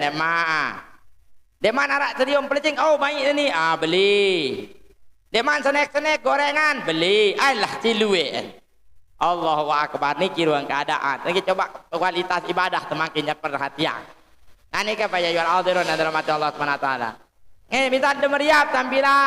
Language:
Sasak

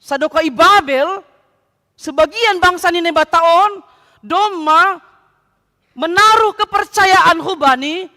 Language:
Batak Simalungun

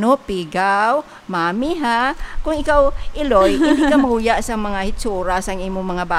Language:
Hiligaynon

